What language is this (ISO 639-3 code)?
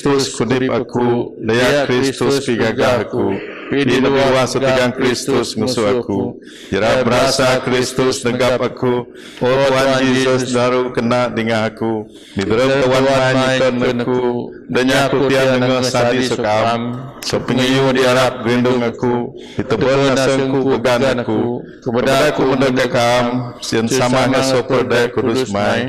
bth